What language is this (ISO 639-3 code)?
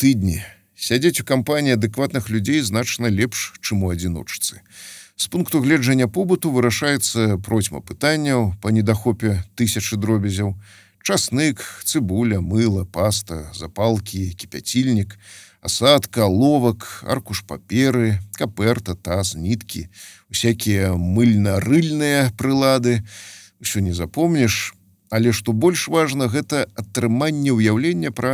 bel